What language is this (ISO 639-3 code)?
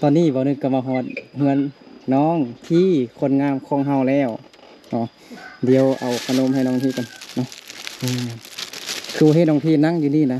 lao